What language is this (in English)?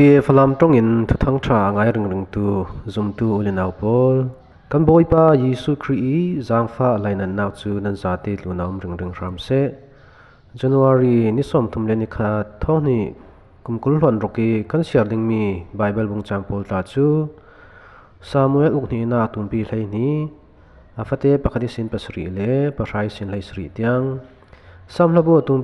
Falam Chin